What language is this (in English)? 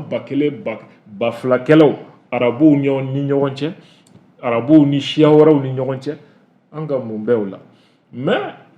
Bambara